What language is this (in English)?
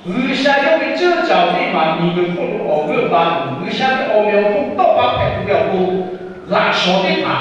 Lahu